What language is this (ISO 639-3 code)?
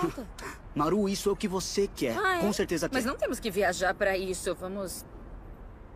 por